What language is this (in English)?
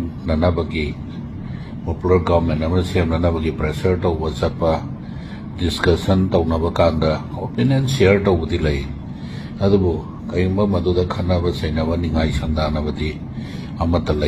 Manipuri